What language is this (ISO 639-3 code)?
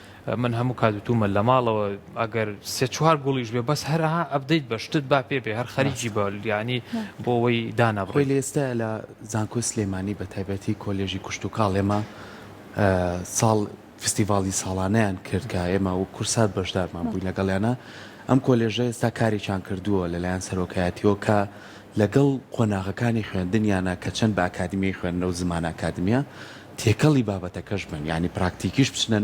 ckb